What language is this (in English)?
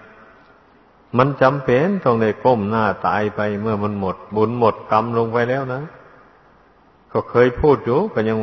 Thai